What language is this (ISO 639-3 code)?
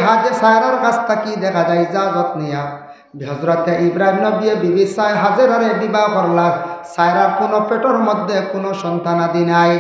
syl